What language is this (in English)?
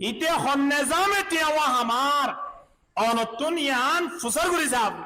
Rohingya